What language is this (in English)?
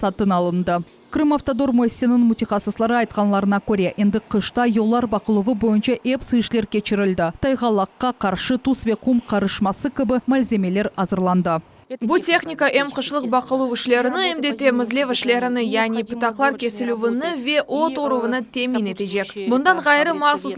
Crimean Tatar